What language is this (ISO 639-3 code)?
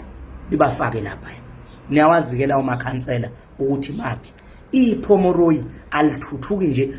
zul